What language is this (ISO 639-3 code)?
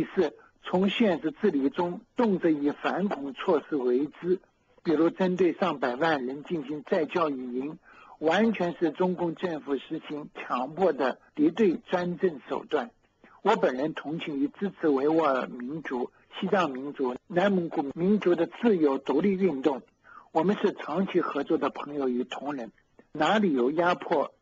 zho